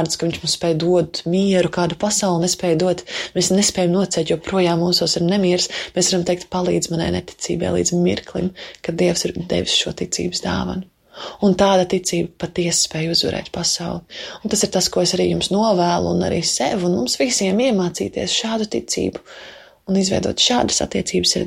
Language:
Latvian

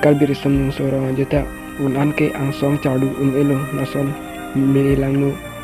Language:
Karbi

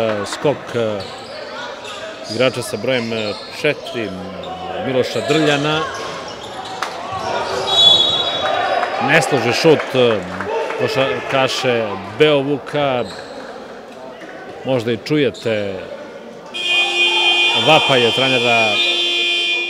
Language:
Serbian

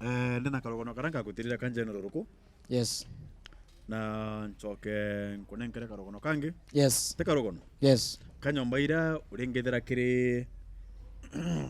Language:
Meru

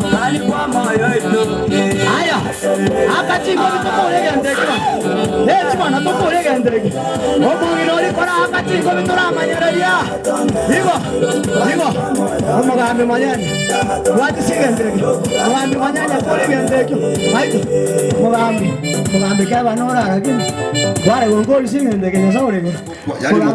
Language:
Gusii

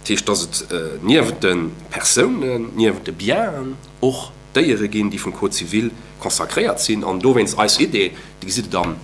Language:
Luxembourgish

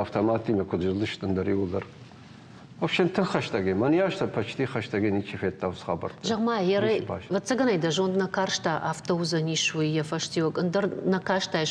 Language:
Ossetic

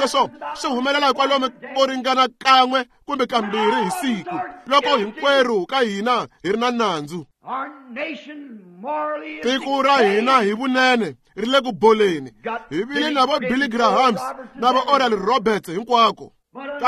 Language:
Tsonga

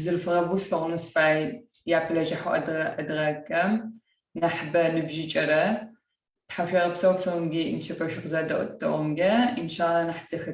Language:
Adyghe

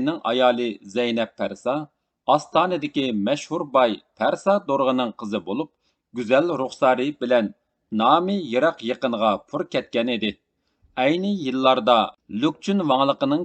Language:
Uyghur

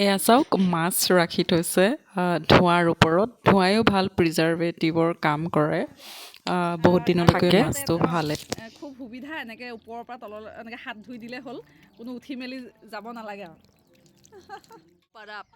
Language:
Assamese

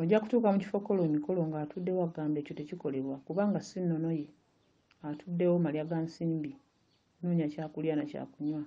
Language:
Ganda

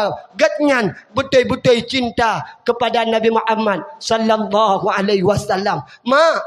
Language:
Achinese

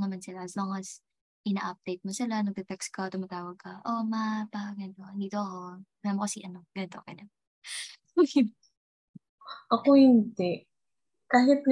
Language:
Filipino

